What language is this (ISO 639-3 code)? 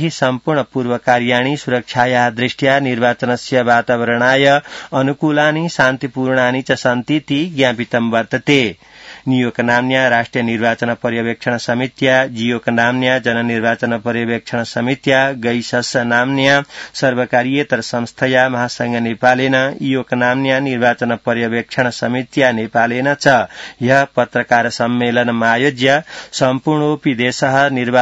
san